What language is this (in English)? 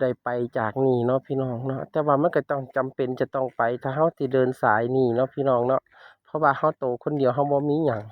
Northeastern Thai